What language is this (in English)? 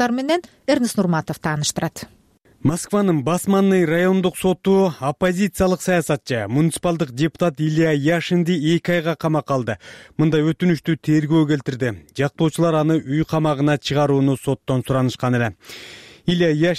Kyrgyz